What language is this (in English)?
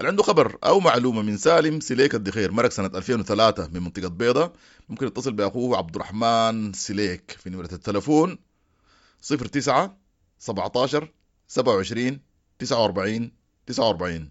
Sudanese Arabic